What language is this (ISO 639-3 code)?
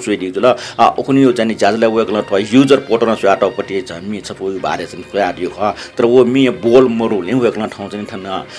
new